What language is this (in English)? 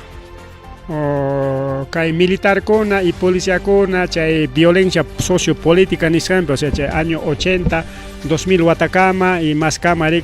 Ayacucho Quechua